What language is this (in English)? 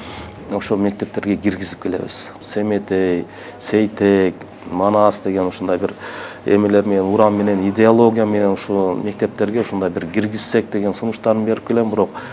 Kyrgyz